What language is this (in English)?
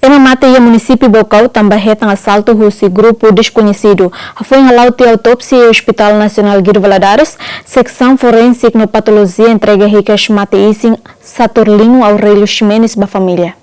Tetum